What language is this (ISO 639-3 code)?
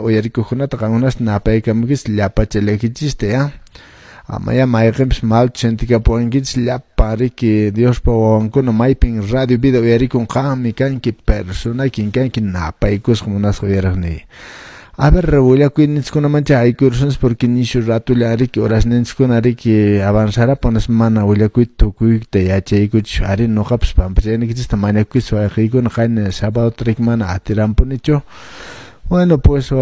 que